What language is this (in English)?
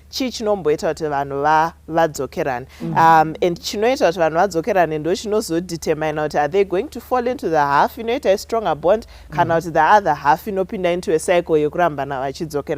Shona